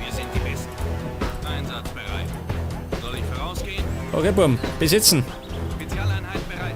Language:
Bavarian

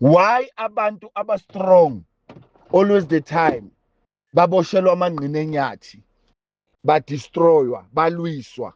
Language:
Zulu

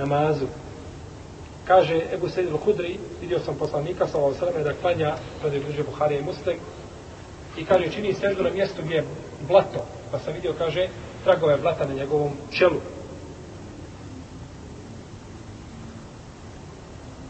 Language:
Bosnian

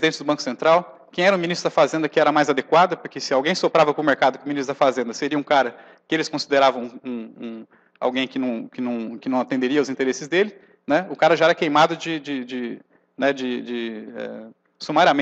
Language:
Portuguese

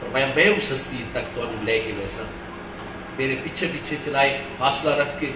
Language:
Saraiki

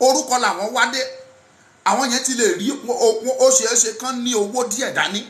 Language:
Yoruba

